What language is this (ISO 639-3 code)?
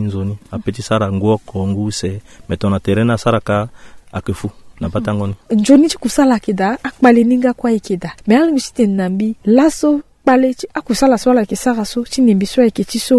sag